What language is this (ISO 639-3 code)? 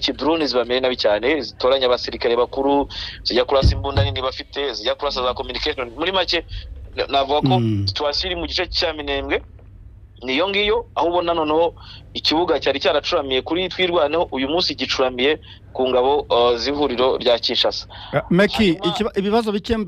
kin